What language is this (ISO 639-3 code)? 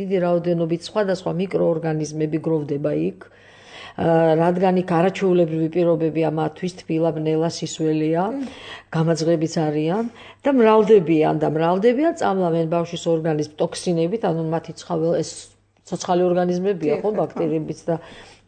kat